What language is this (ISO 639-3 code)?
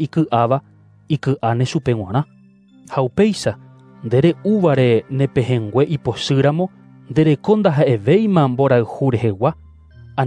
grn